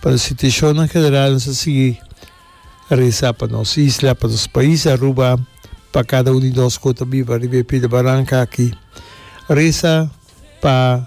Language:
Papiamento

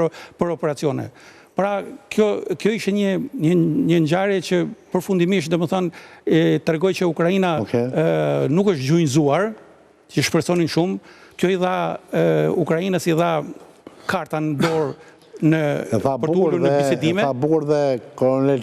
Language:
Albanian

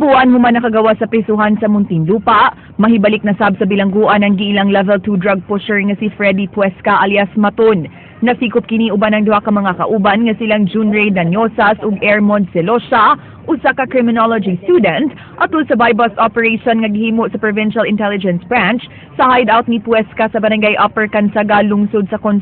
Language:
Cebuano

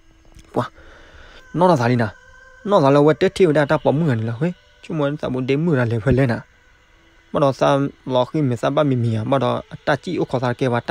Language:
S'gaw Karen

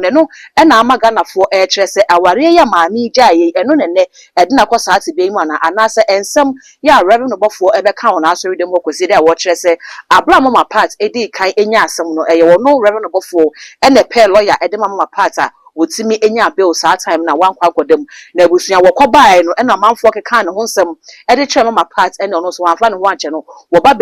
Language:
Akan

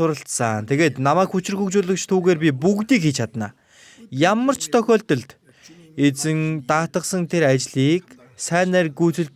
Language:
Mongolian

